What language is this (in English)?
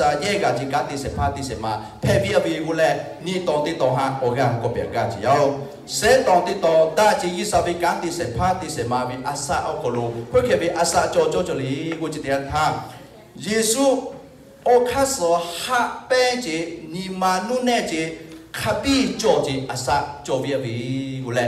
Lahu